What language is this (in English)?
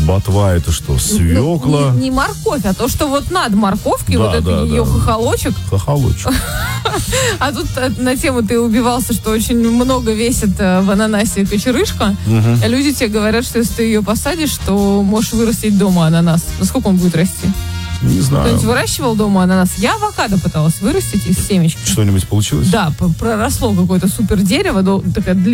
Russian